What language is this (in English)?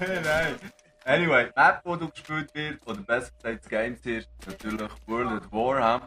Swiss German